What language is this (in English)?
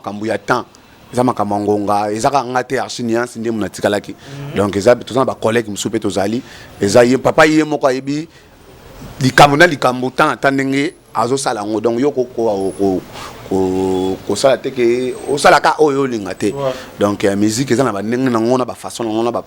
Lingala